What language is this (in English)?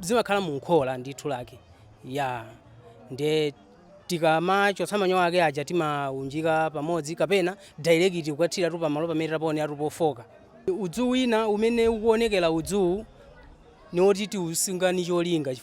Nyanja